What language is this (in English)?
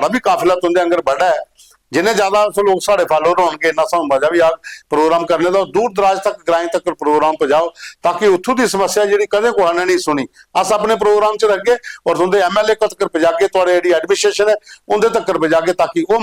Dogri